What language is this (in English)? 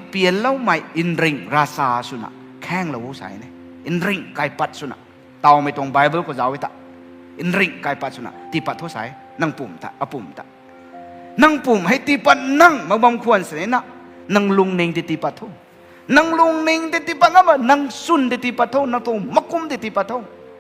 Rongmei Naga